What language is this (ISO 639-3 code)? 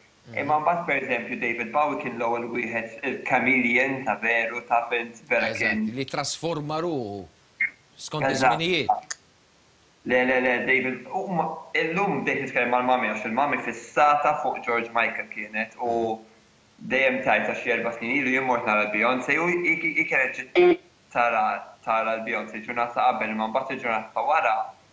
mlt